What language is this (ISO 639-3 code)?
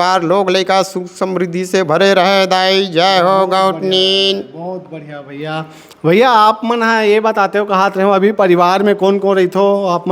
hne